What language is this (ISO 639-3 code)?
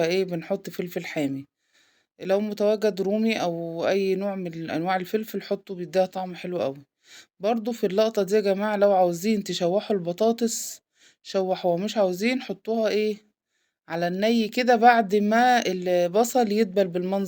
arz